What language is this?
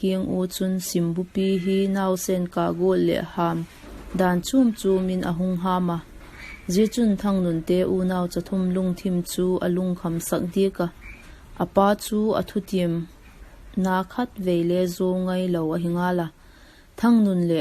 Vaiphei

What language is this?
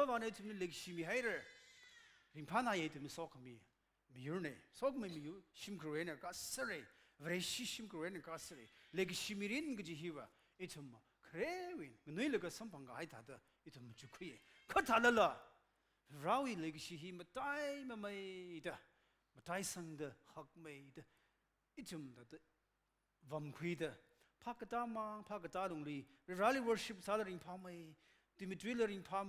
Tangkhul Naga (India)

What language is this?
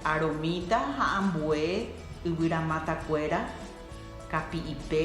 Guarani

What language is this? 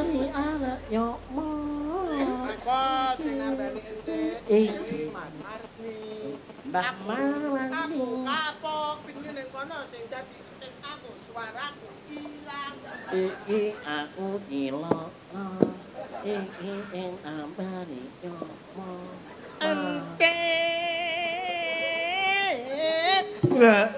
Javanese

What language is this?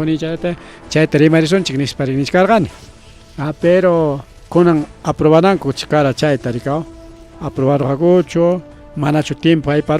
Ayacucho Quechua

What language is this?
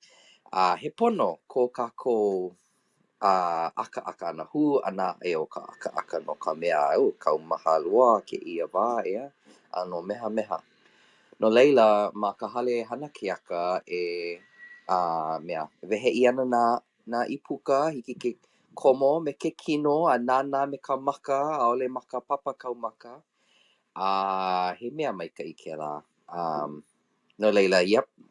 Hawaiian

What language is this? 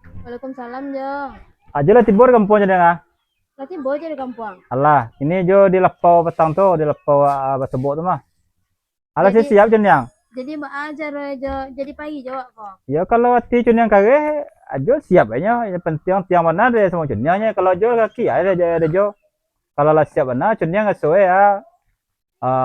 Minangkabau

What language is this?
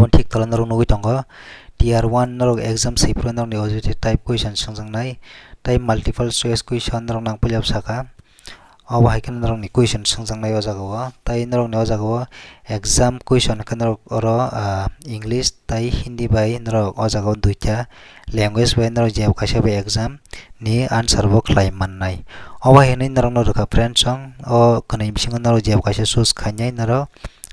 Kok Borok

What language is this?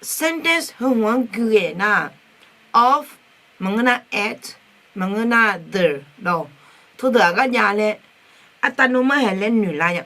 Akha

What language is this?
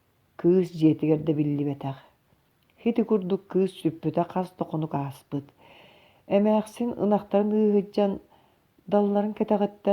Yakut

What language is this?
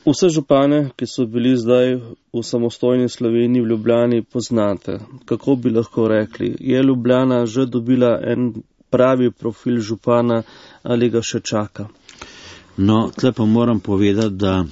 Slovenian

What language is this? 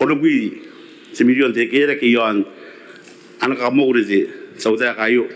Gilbertese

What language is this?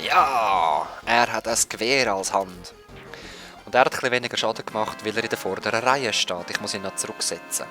Swiss German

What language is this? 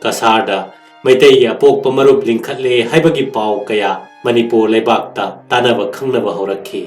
Manipuri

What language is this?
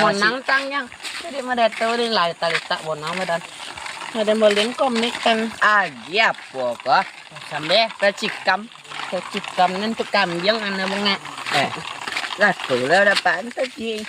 Minangkabau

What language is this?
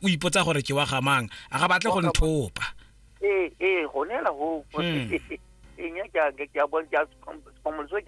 Tswana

